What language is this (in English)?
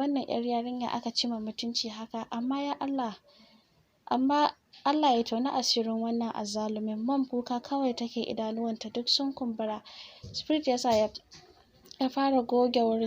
Hausa